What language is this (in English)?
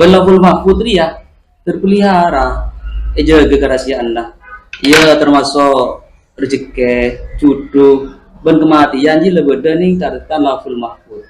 Madurese